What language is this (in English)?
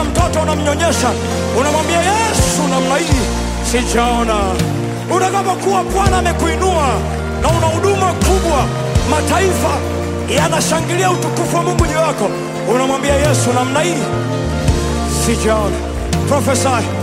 Swahili